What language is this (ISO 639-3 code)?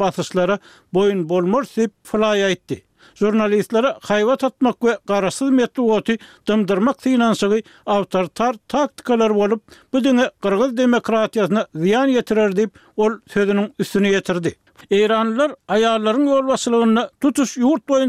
tuk